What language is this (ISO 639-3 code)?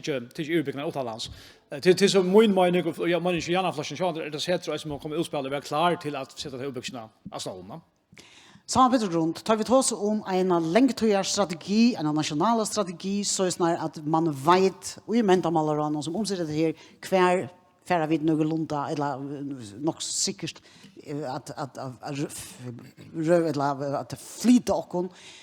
fao